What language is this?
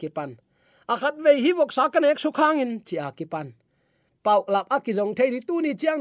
Tedim Chin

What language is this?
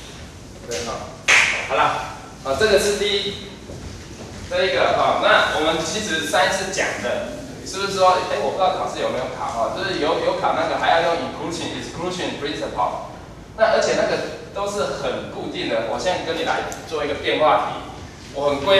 Chinese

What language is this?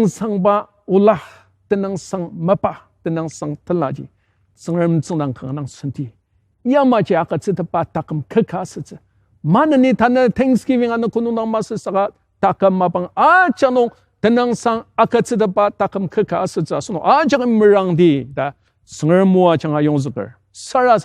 Ao Naga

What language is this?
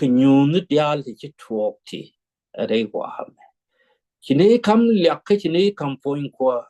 Nuer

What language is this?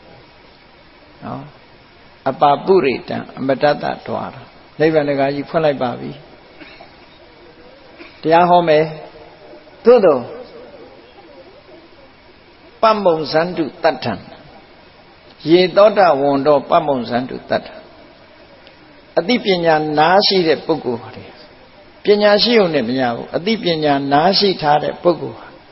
Burmese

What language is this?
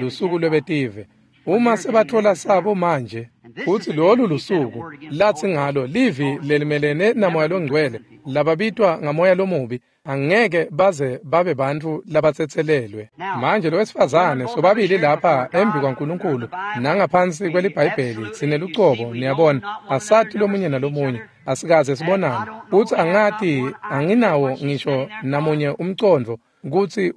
Swati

